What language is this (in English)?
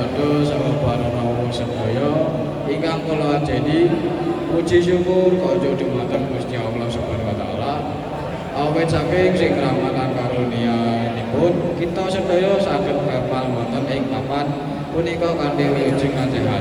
Javanese